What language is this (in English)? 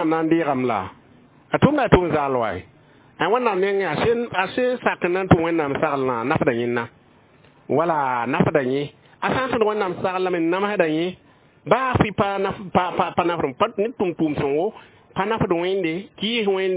Mossi